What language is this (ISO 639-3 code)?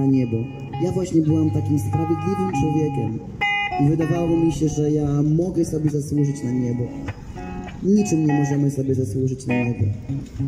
pol